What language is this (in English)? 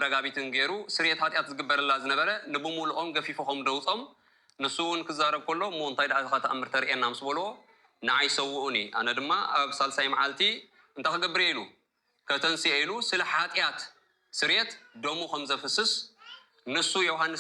Tigrinya